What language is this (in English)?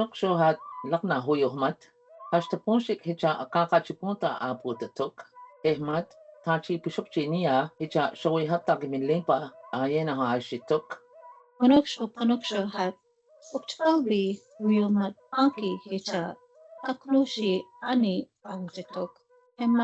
Choctaw